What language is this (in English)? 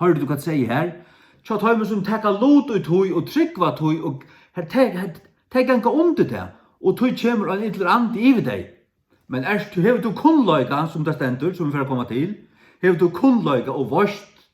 Faroese